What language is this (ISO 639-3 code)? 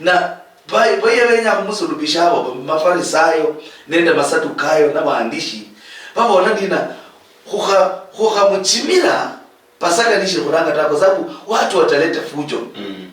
luy